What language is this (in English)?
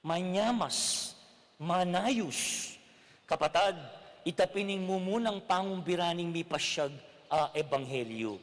Pampanga